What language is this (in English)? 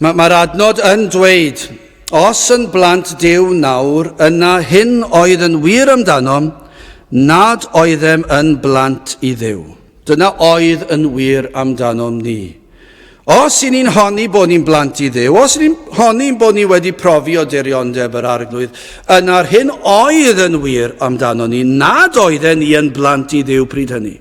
Welsh